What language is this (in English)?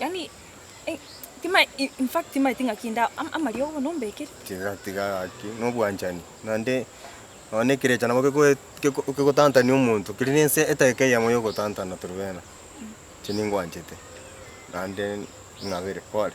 Gusii